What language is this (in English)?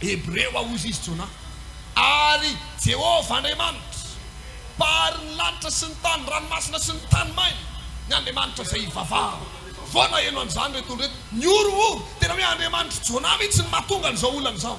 Malagasy